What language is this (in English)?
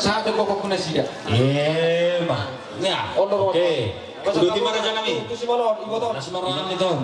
Batak Toba